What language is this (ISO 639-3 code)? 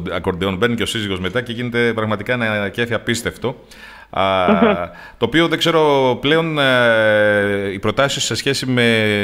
ell